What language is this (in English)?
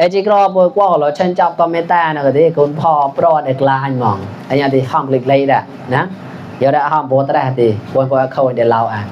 Mon